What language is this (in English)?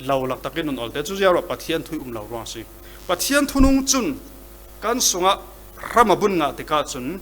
Falam Chin